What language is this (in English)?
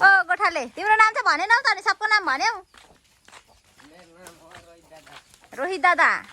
Nepali